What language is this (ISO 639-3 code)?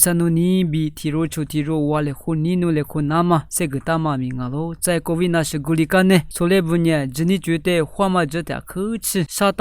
lis